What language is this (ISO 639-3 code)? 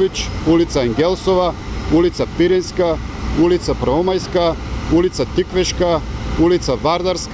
mkd